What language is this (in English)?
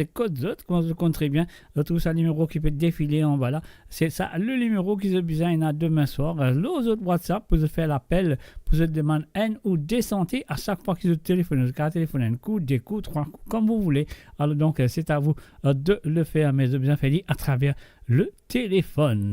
Morisyen